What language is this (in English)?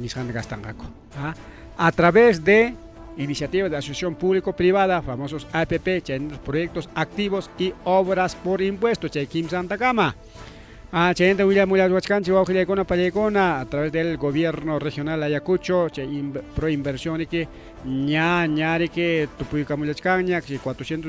Ayacucho Quechua